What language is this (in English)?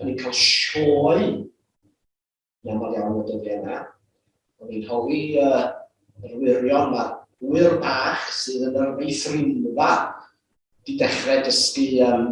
Welsh